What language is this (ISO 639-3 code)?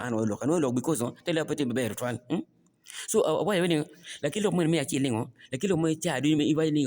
ach